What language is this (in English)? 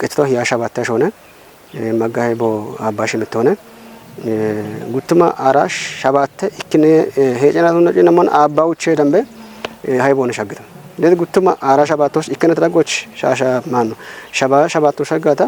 Kafa